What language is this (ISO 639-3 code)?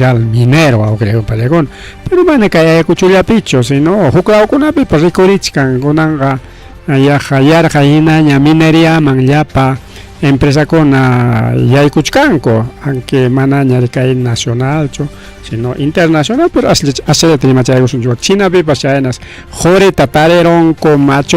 quy